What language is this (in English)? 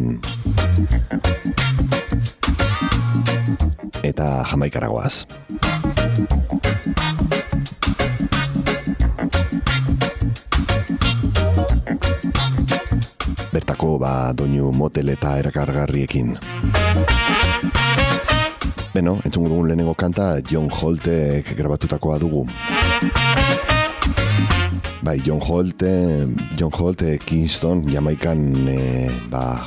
Basque